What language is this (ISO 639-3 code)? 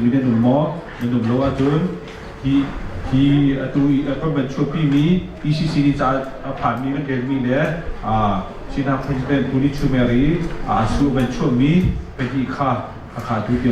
cnh